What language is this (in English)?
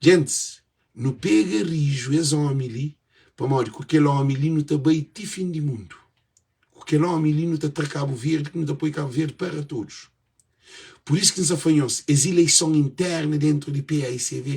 Kabuverdianu